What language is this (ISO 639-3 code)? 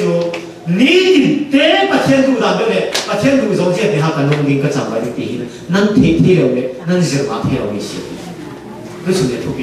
cfm